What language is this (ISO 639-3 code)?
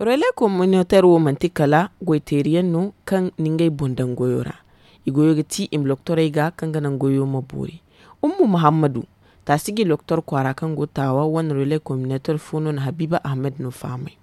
dje